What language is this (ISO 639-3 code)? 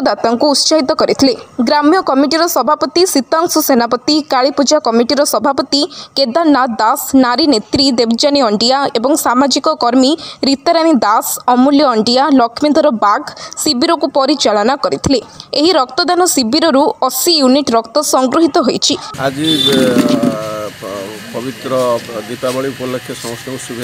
ori